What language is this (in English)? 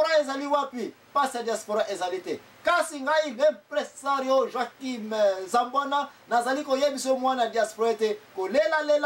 Lingala